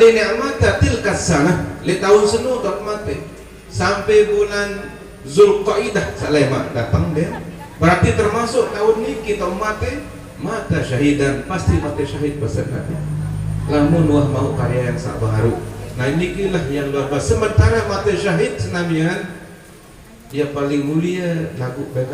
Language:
Sasak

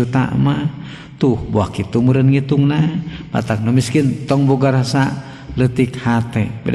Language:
Sundanese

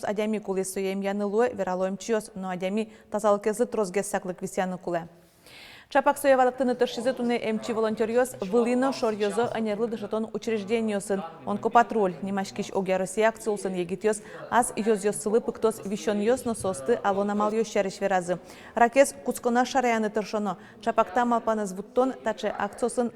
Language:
Udmurt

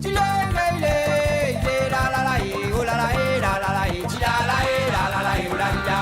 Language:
Morisyen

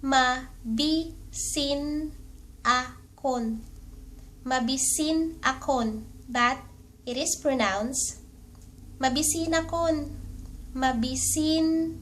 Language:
Iloko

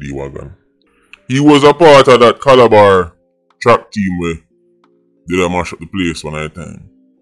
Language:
Jamaican Creole English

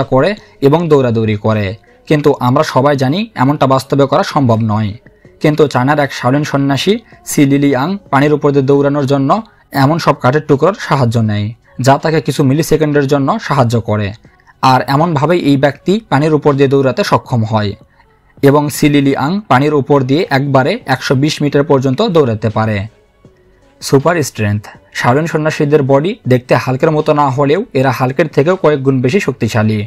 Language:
Bangla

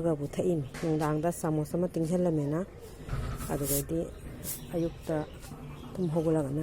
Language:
Manipuri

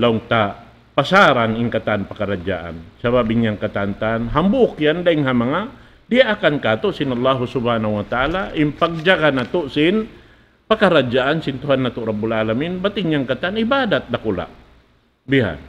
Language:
Tausug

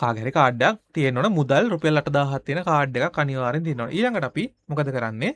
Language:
Sinhala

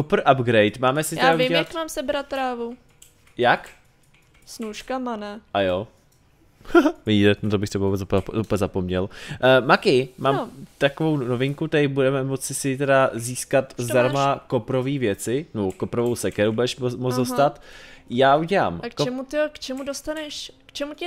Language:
Czech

